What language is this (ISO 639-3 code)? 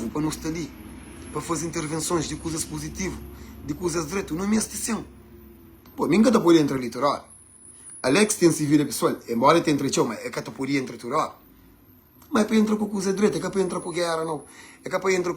kea